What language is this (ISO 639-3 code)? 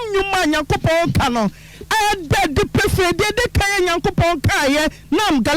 aka